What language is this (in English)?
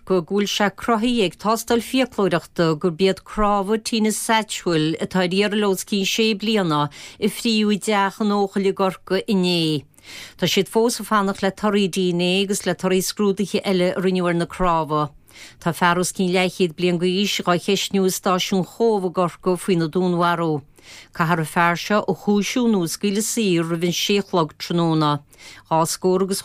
Irish